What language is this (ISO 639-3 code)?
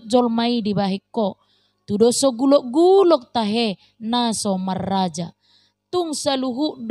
bbc